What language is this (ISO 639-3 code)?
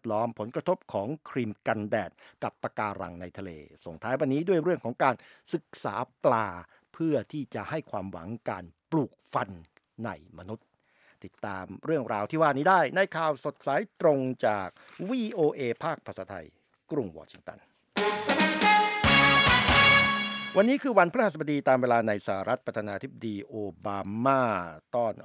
tha